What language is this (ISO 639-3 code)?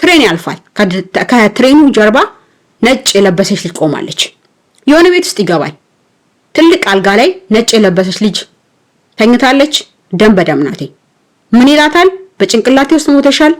amh